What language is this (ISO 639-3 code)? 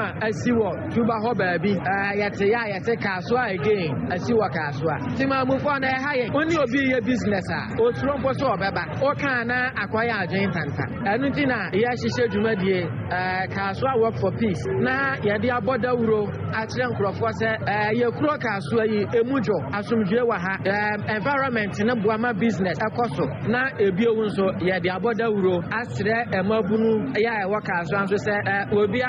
aka